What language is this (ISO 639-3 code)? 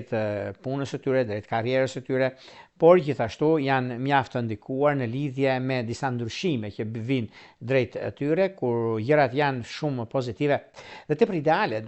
sqi